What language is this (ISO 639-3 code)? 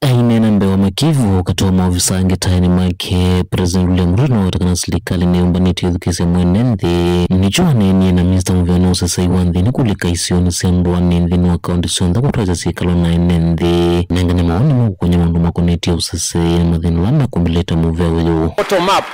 kam